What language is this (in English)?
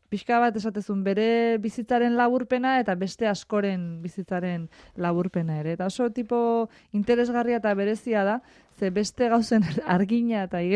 Basque